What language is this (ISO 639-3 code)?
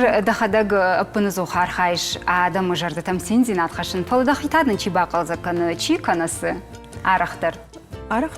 oss